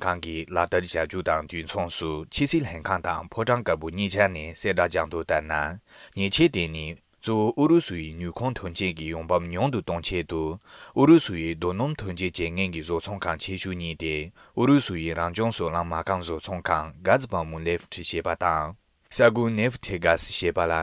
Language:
Tibetan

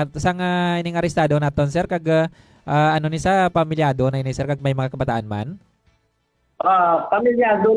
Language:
Hiligaynon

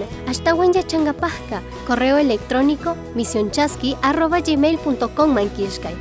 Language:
Chimborazo Highland Quichua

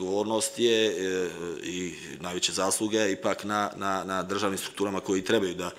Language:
Serbian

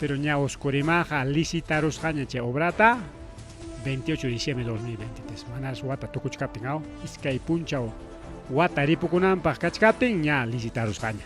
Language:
Ayacucho Quechua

